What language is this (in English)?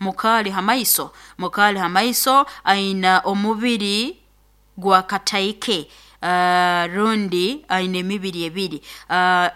Nyoro